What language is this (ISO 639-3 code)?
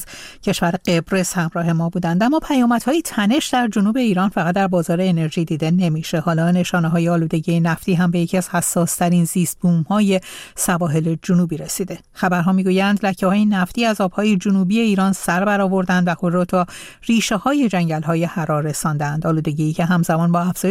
fas